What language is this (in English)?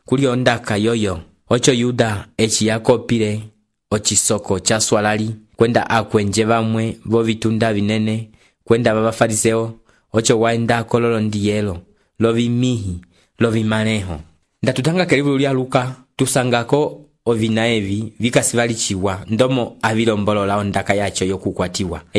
Umbundu